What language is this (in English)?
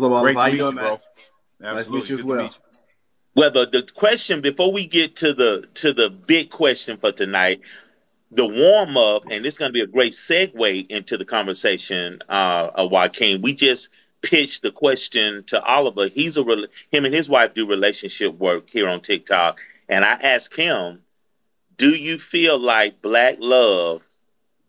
English